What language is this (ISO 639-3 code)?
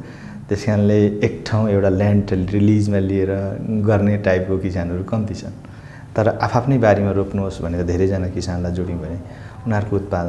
nep